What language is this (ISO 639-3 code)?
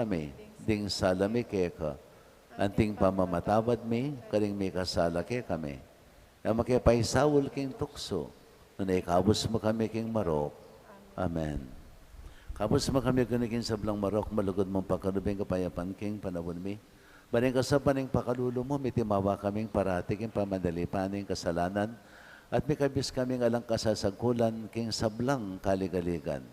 pam